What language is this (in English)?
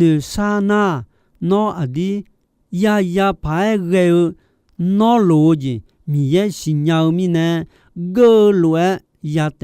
Akha